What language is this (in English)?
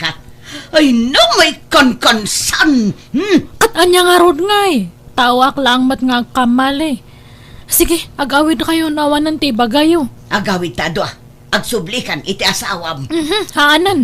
Iloko